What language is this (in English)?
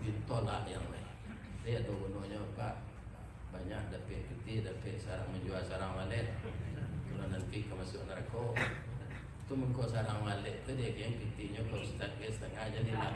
Minangkabau